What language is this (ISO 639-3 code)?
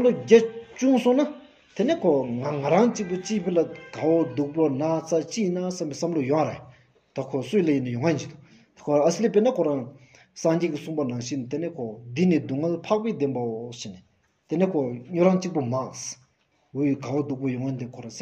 sbu